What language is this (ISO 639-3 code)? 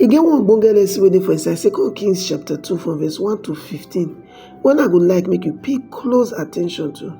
pcm